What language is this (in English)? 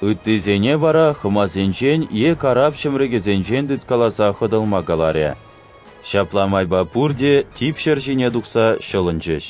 Chuvash